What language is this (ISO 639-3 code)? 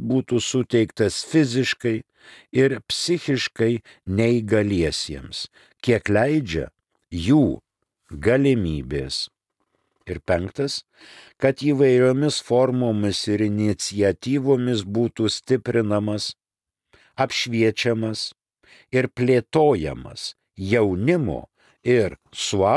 lit